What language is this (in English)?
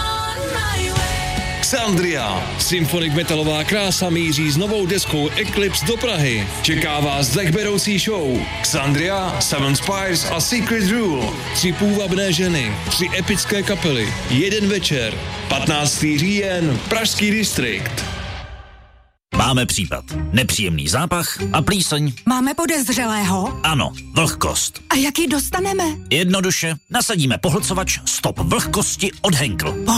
Czech